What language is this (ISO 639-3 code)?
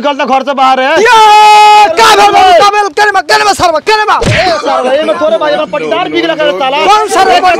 bho